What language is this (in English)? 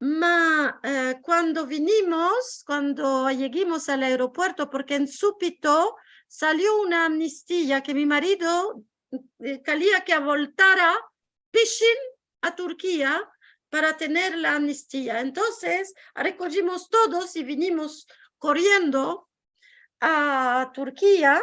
Ladino